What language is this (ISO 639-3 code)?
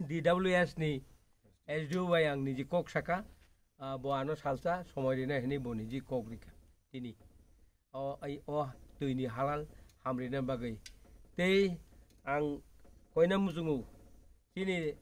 trp